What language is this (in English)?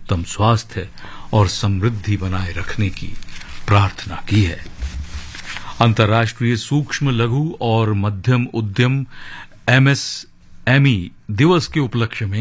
Hindi